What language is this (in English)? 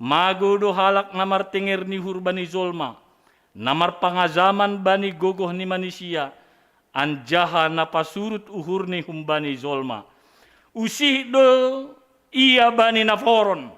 Batak Simalungun